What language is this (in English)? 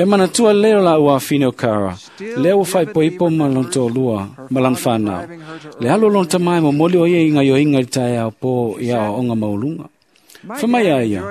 Samoan